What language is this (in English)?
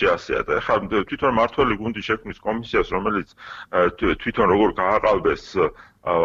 Georgian